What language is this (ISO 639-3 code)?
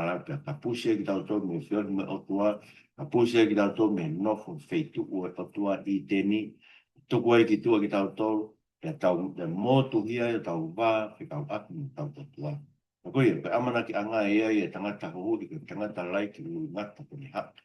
ton